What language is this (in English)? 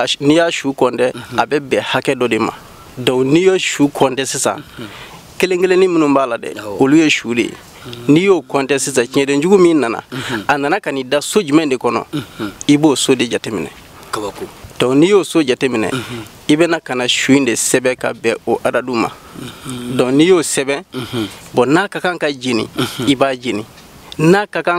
Bambara